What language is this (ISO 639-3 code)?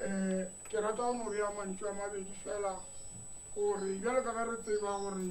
nso